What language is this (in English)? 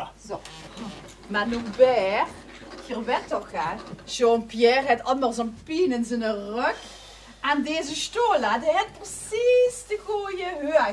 Limburgish